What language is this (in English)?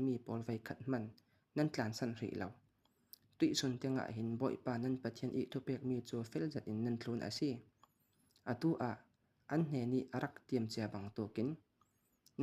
Falam Chin